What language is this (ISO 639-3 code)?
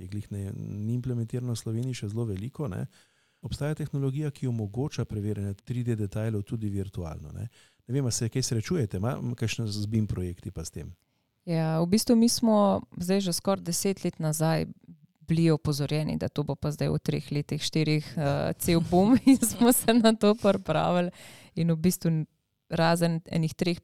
slv